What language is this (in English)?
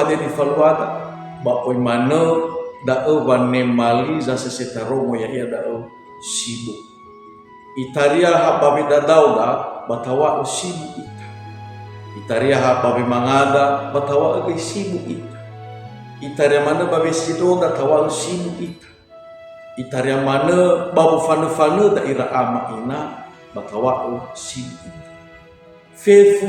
Nias